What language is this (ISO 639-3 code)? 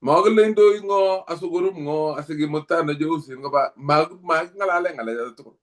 kln